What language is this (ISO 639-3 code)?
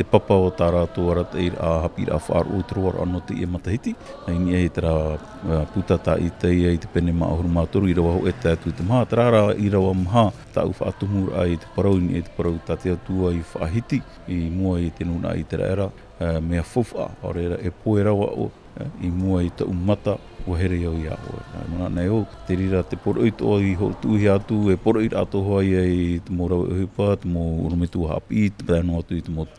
tah